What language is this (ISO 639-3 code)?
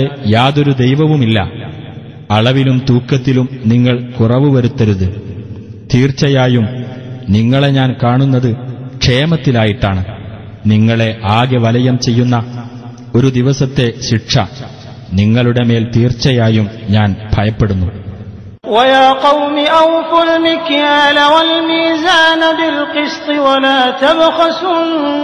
mal